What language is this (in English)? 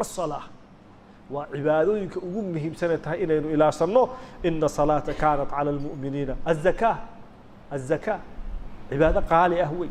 Somali